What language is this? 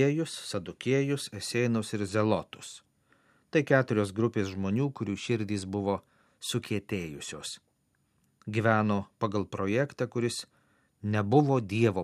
Lithuanian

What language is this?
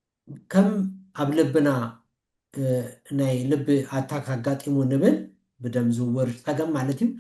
Tigrinya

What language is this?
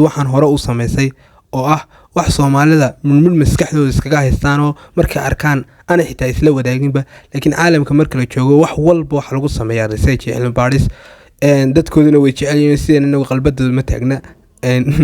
Somali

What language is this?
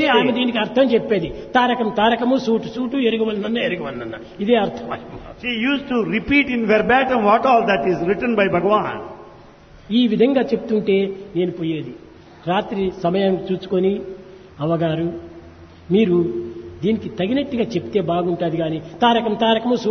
Telugu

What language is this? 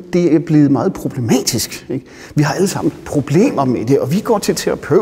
Danish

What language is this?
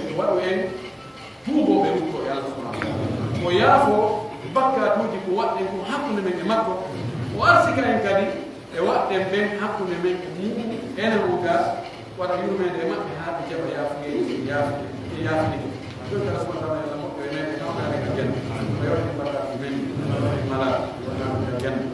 Pular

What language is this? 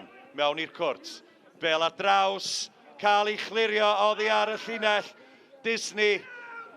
Welsh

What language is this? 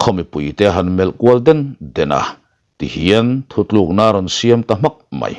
Mizo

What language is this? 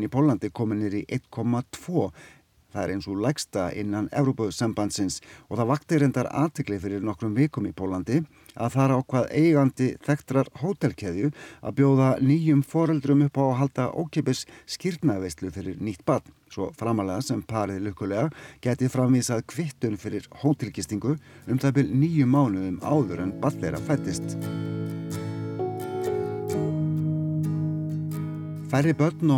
Icelandic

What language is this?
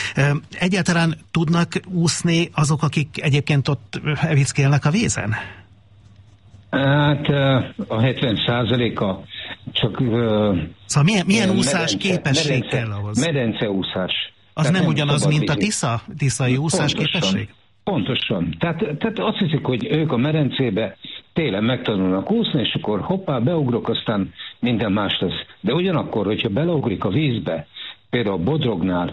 Hungarian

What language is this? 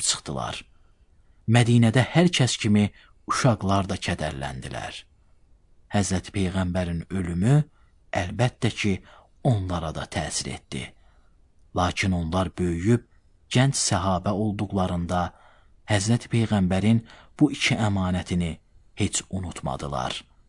Azerbaijani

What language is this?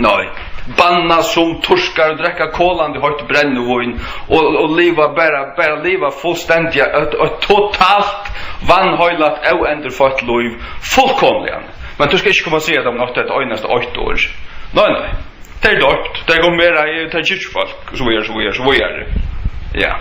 Faroese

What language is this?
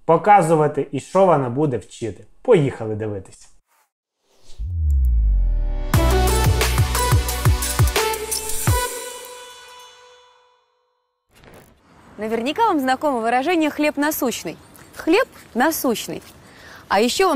Ukrainian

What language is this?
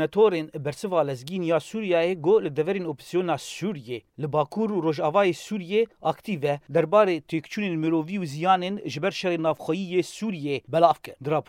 Kurdish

